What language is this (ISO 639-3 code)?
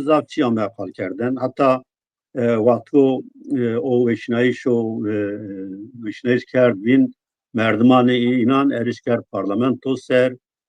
zza